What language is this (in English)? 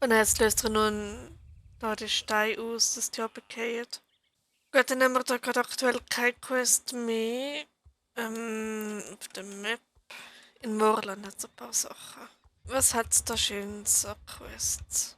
Swiss German